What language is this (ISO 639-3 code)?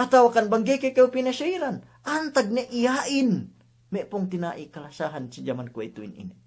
yka